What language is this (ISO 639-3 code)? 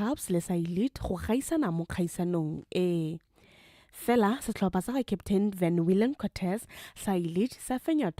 tsn